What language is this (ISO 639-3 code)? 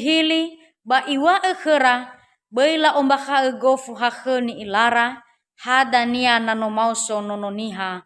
nia